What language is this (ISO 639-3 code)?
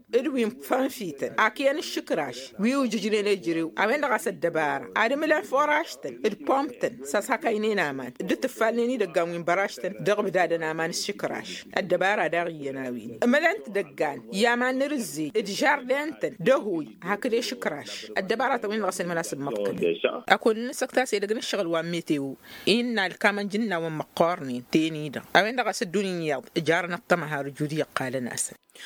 taq